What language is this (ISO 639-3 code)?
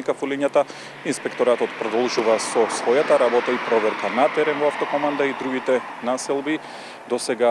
mkd